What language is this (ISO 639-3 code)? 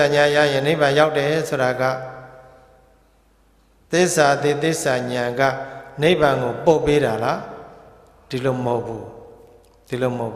mya